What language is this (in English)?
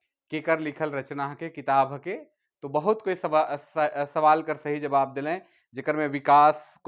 Sadri